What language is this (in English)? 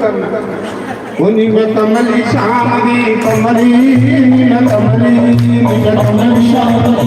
Dogri